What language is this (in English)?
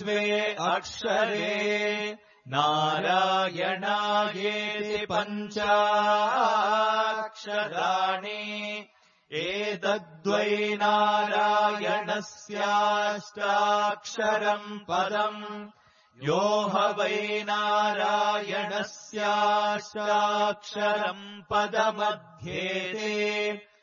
Sanskrit